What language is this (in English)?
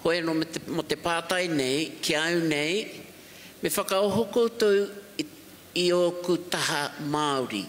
Māori